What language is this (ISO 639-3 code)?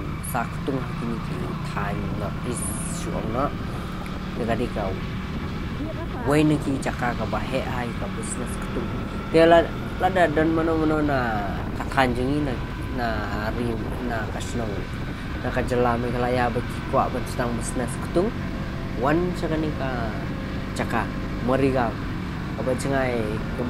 kha